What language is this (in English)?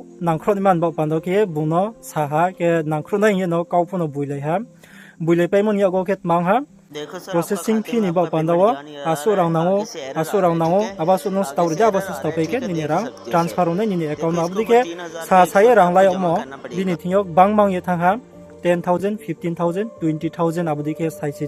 Riang (India)